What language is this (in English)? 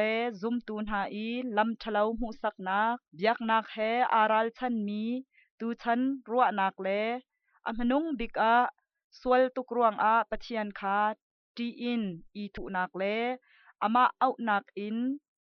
Hakha Chin